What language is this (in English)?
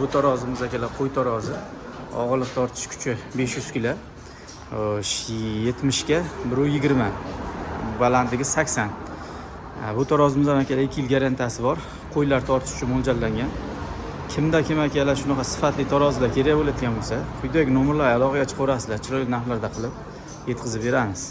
Uzbek